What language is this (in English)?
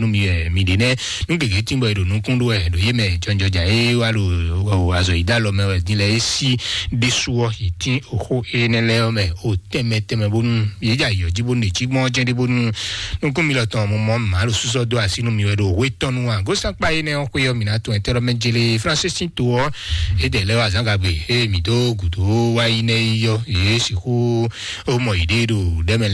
Fon